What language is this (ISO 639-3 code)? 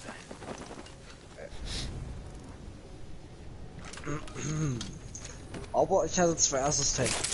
deu